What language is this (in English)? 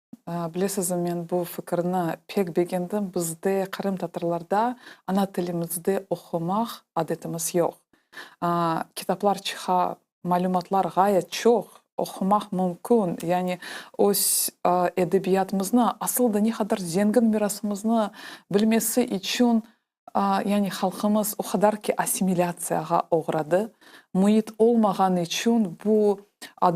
Crimean Tatar